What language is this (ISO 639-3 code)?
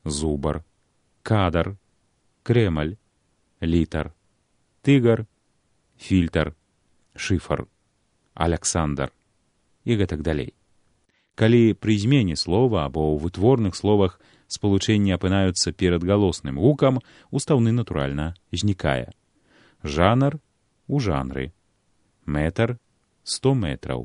bel